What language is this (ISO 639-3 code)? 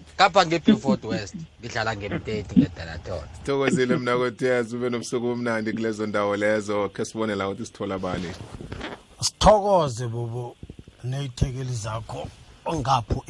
nbl